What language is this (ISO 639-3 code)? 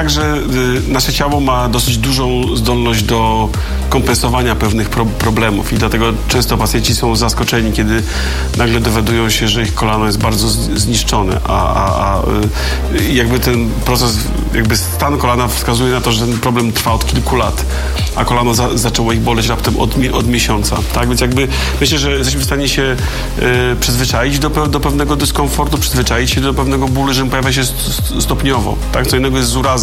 pol